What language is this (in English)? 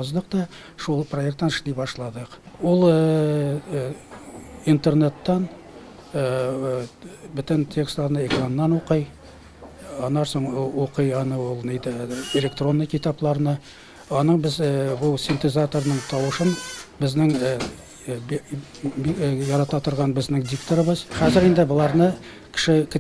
Tatar